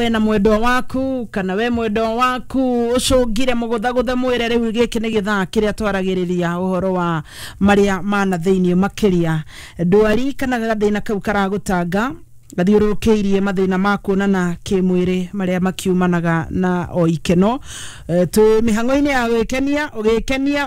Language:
Kikuyu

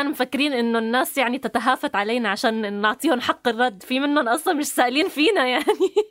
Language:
North Levantine Arabic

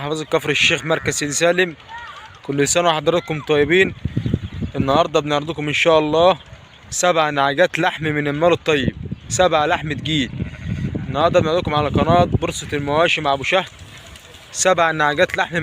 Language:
Egyptian Arabic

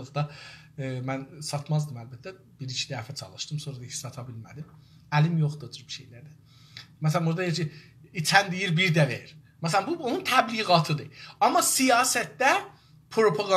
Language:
South Azerbaijani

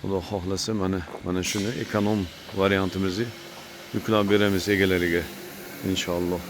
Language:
Uzbek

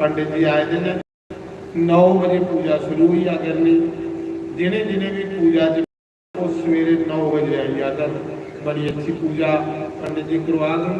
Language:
Dogri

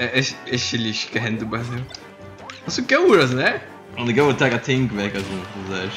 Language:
Faroese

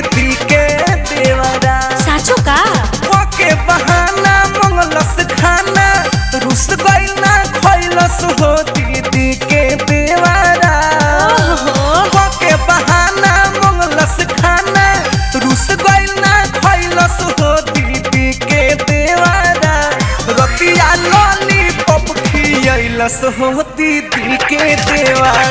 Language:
Bhojpuri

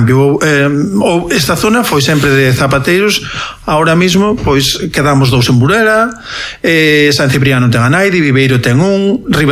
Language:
Galician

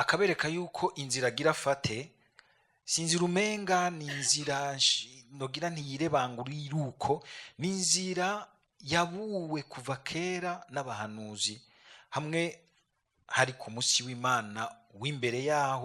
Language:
Rundi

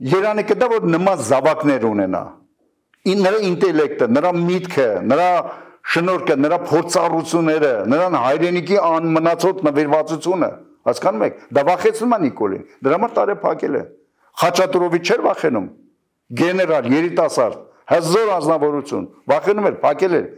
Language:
Armenian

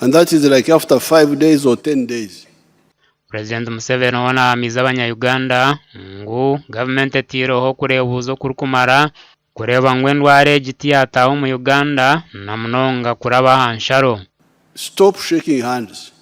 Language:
Nyankole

